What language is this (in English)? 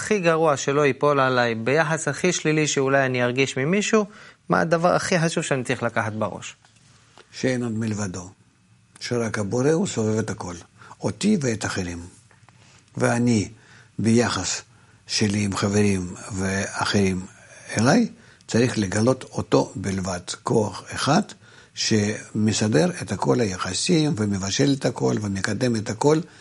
Hebrew